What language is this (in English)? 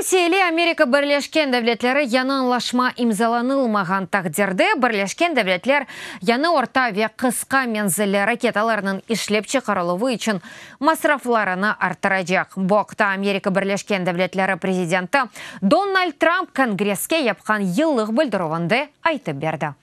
Crimean Tatar